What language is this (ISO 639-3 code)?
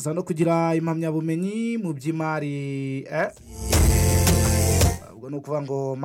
kin